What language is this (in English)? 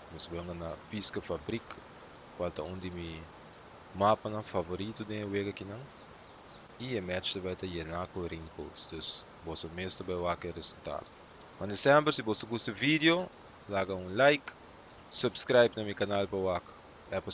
Papiamento